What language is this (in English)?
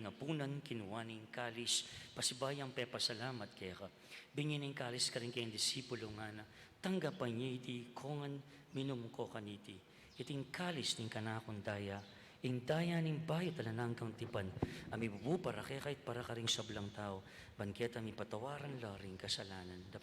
Pampanga